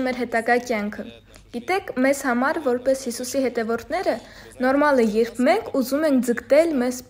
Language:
Armenian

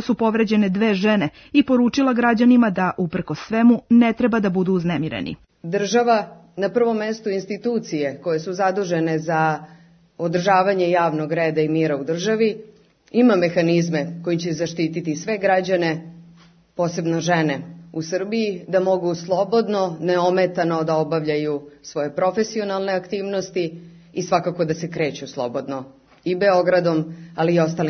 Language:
Serbian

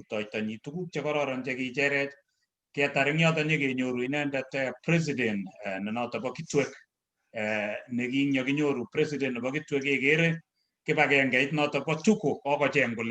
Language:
Kalenjin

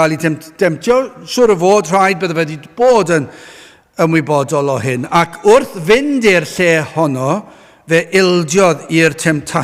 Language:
Welsh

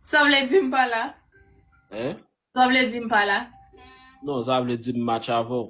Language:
Haitian Creole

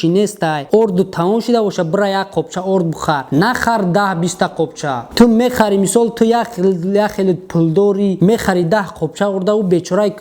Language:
Tajik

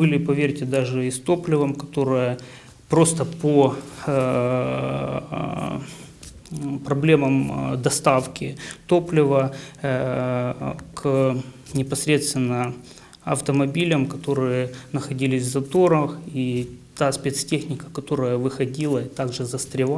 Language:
Russian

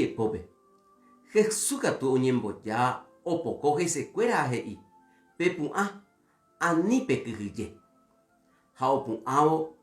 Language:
Guarani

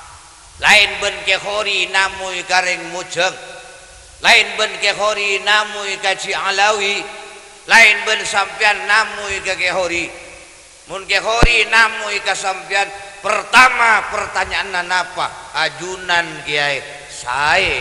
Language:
Madurese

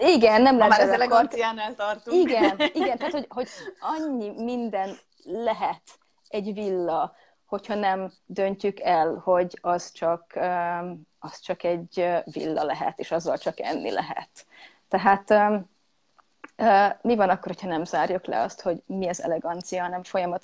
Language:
Hungarian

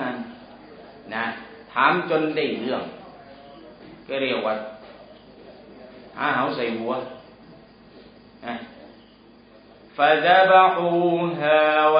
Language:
Thai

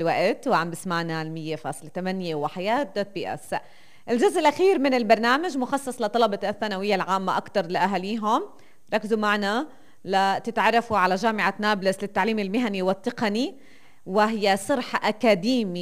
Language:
North Levantine Arabic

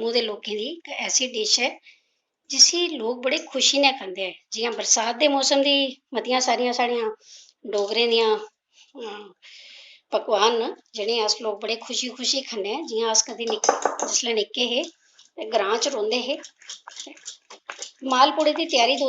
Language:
Dogri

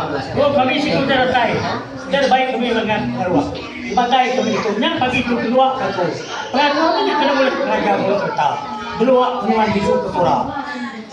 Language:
Iban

